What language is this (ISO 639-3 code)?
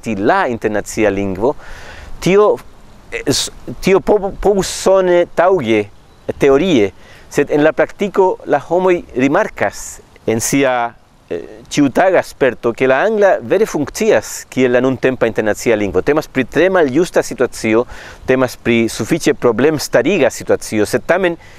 epo